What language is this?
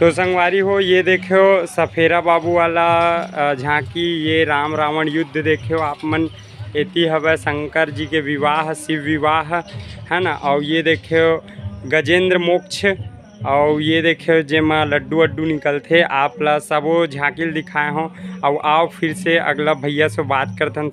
Chhattisgarhi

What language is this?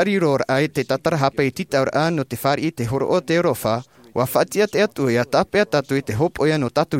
Tahitian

